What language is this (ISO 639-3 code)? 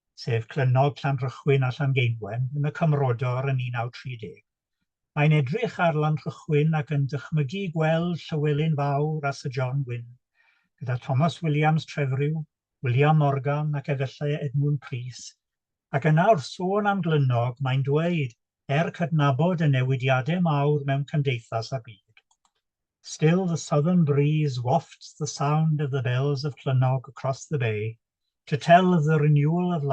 cym